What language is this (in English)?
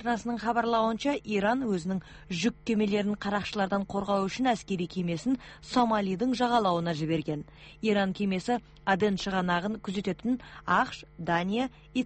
Kazakh